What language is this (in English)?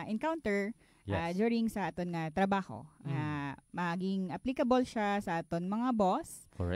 Hiligaynon